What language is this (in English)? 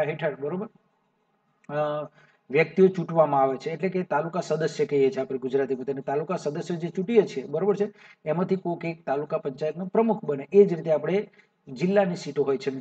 Gujarati